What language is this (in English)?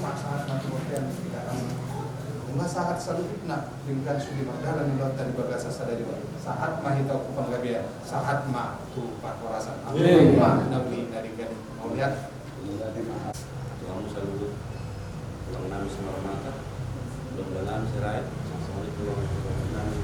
Batak Toba